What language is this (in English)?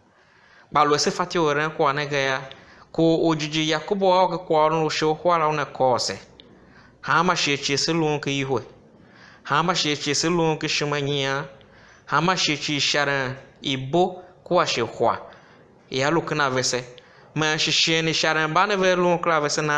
Tiv